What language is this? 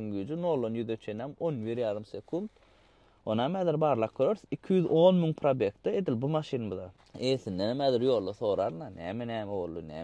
Turkmen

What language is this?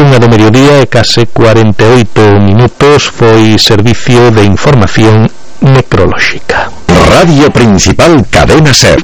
Galician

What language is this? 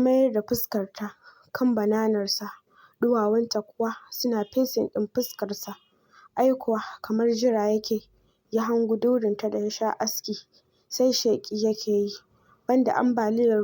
Hausa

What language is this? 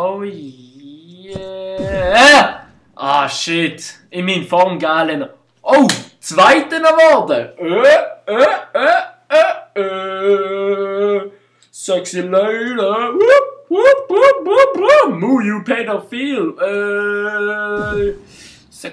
Swiss German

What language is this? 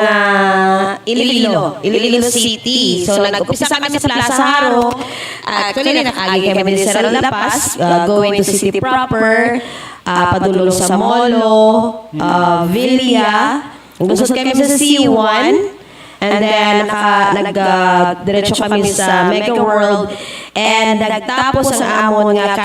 Hiligaynon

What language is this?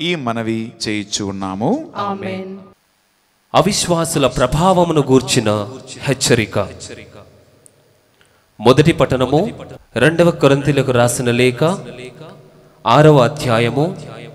Telugu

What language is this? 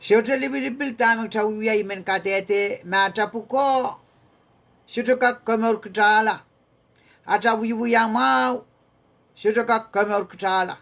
Pohnpeian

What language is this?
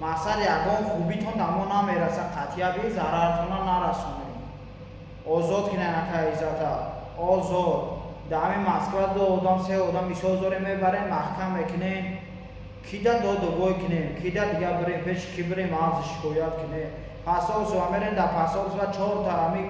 Tajik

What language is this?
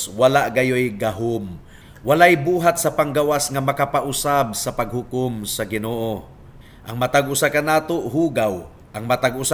Cebuano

